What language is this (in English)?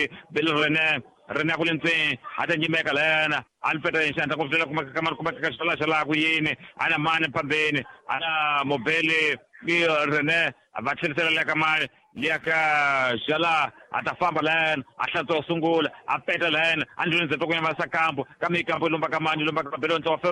Tsonga